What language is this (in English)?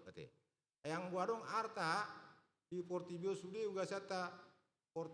Batak Toba